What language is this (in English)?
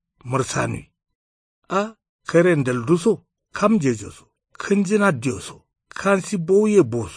Kanuri